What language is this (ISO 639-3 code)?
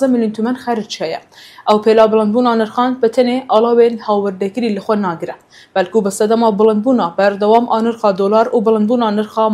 kur